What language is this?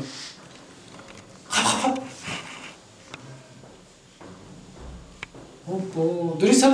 Persian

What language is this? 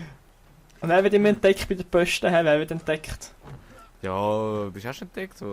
Swiss German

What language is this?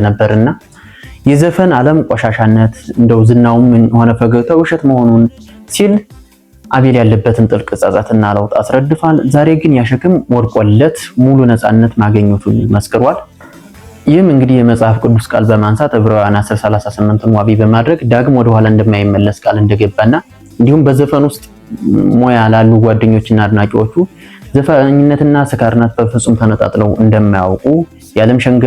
Amharic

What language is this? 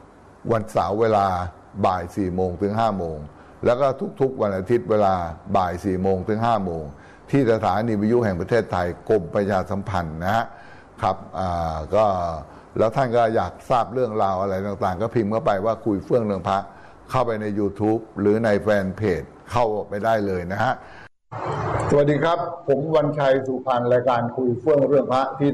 Thai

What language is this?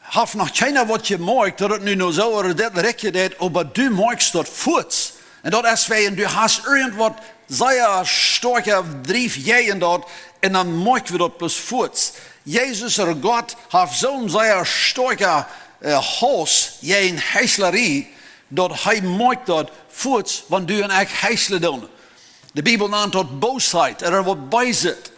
Plautdietsch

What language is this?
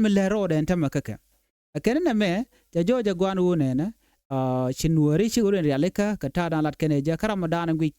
Nuer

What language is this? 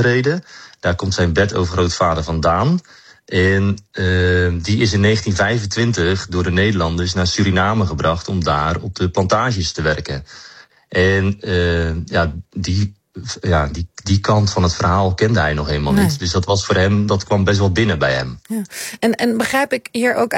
Dutch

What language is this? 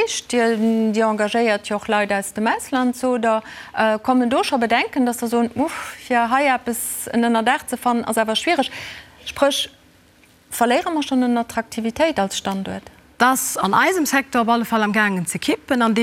Luxembourgish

